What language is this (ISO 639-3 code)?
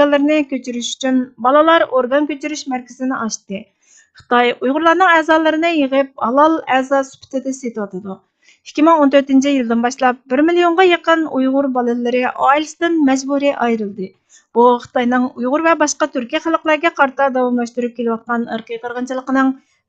uig